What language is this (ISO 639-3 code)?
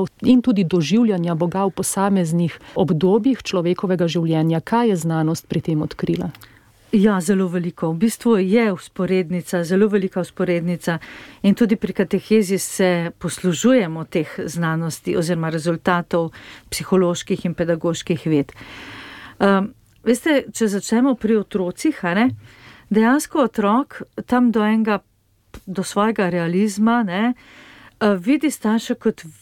slv